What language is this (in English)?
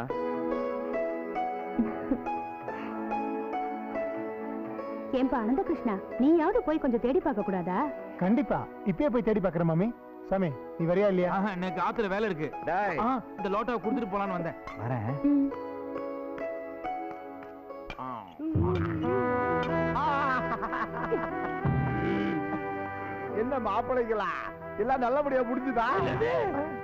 Tamil